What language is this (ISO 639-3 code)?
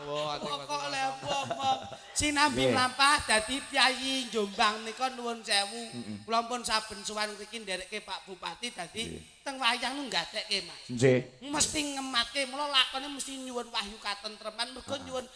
jav